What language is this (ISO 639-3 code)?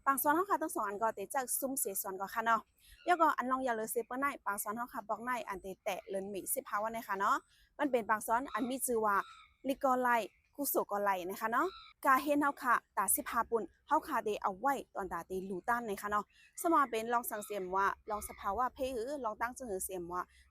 shn